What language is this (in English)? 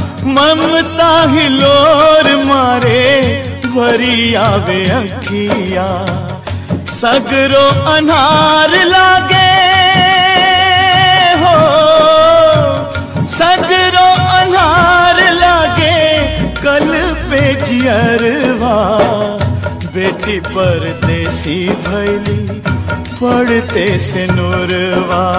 Bhojpuri